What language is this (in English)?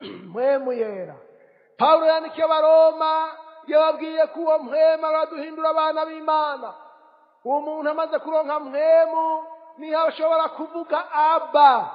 Rundi